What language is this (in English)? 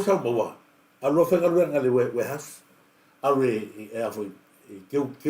Samoan